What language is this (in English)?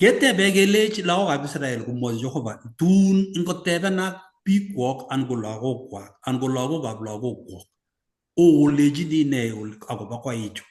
Kalenjin